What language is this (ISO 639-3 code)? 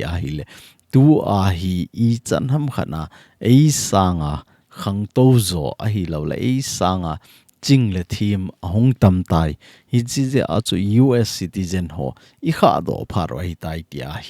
tcz